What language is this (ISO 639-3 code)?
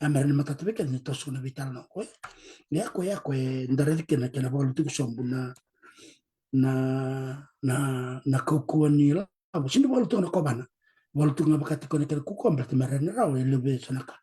fij